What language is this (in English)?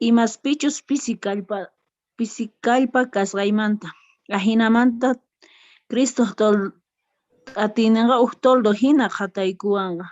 Quechua